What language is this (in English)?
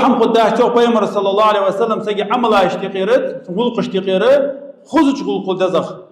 Ingush